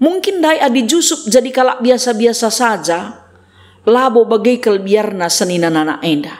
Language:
Batak Karo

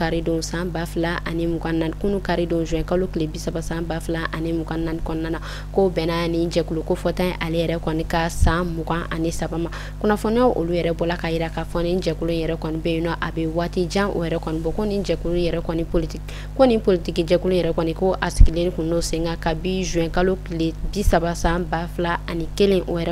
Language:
Bambara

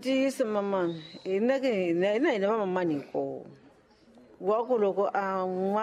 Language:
Tsonga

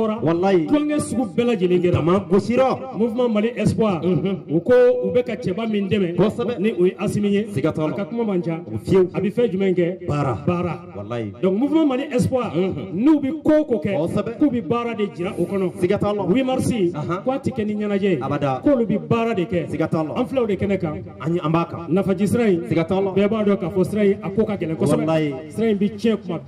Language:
Bambara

